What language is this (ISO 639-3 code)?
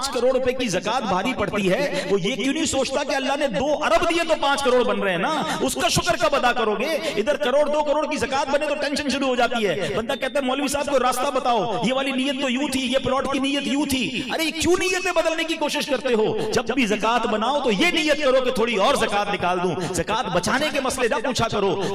urd